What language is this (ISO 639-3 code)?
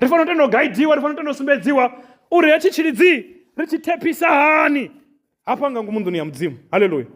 ven